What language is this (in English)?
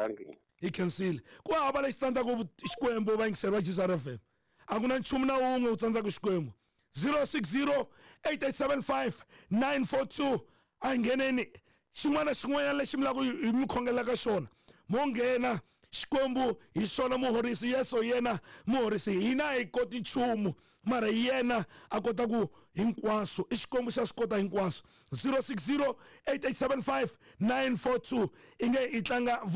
Tsonga